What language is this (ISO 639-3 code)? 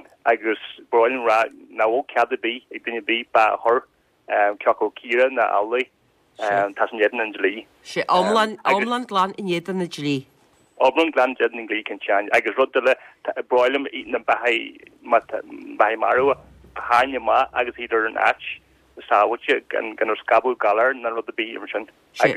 gle